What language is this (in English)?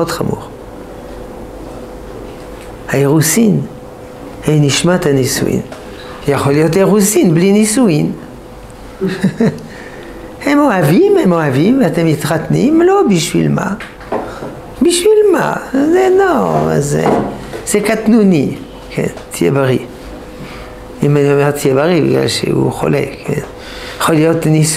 Hebrew